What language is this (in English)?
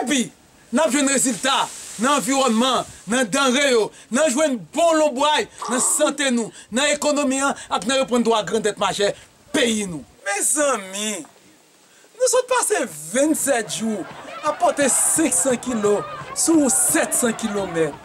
Haitian Creole